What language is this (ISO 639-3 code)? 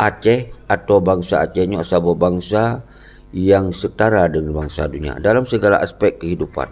ace